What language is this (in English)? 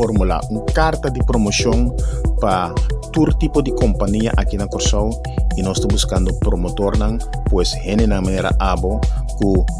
Papiamento